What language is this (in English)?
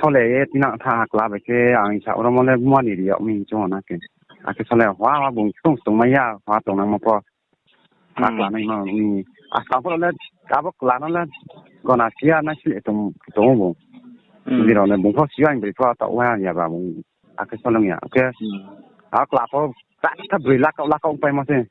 Riang (India)